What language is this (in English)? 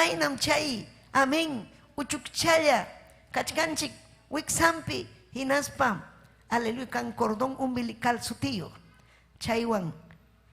Ayacucho Quechua